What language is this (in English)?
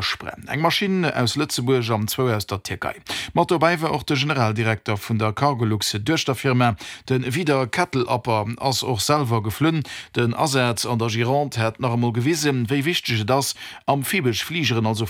Luxembourgish